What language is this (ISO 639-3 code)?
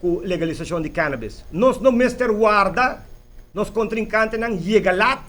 pap